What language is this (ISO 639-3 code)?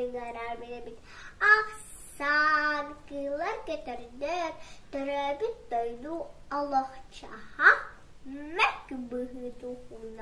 sah